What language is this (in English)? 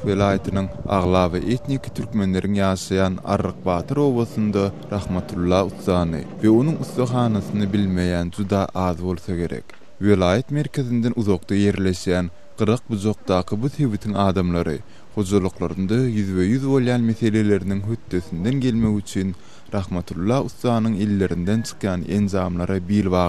Turkmen